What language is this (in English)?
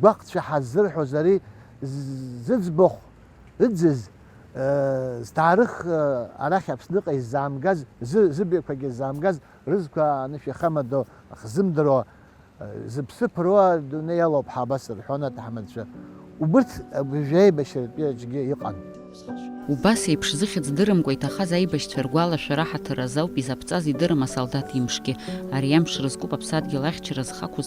Abkhazian